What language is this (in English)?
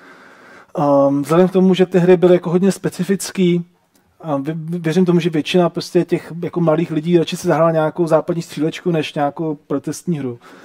Czech